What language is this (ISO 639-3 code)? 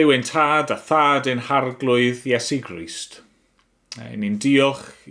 cym